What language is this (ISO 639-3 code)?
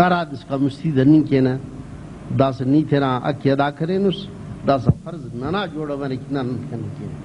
brh